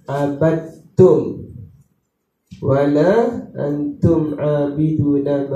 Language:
Malay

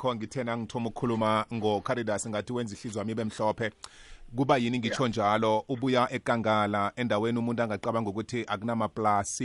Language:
South Ndebele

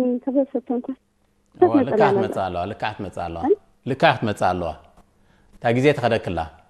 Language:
Tigrinya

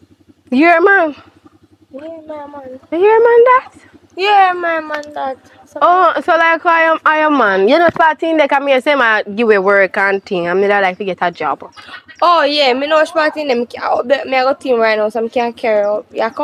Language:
Jamaican Creole English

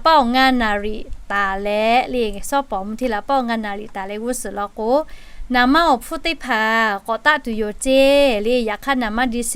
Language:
Lahu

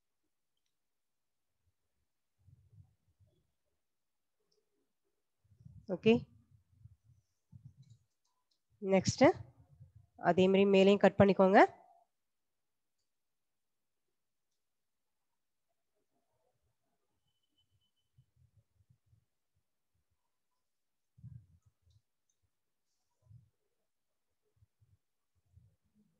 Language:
Tamil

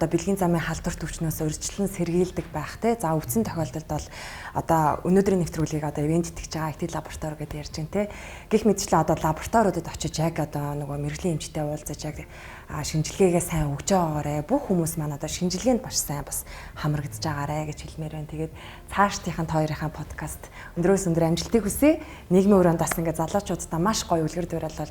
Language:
Mongolian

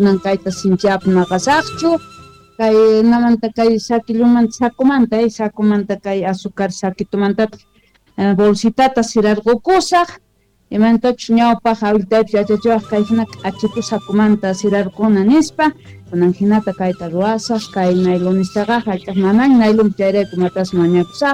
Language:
South Bolivian Quechua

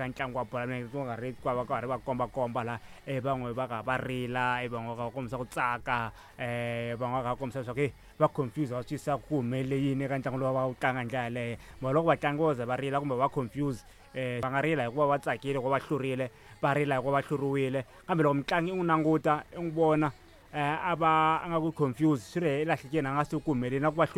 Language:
Tsonga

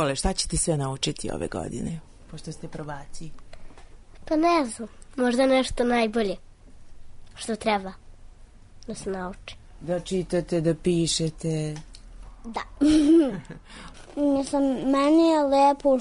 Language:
Serbian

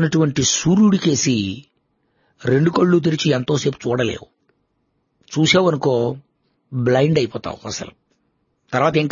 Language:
Telugu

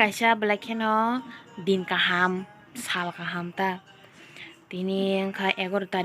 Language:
Kok Borok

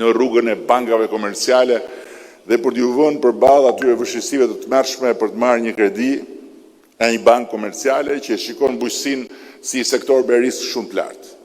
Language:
Albanian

